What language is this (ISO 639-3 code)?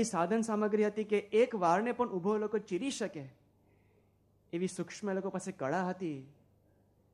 guj